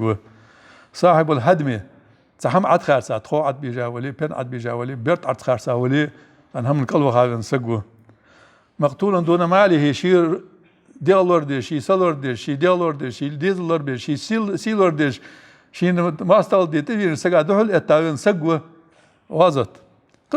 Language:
Ingush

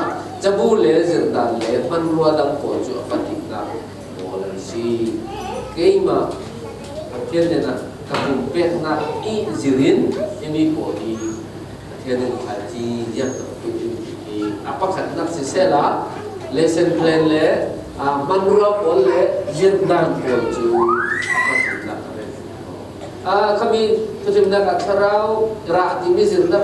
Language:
Falam Chin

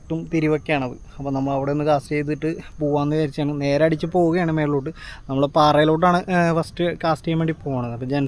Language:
Malayalam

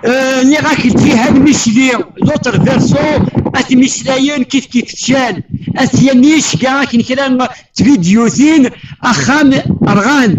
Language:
Kabyle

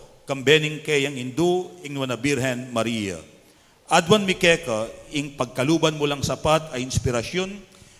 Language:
Pampanga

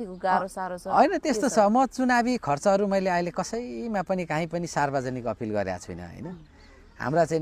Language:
Nepali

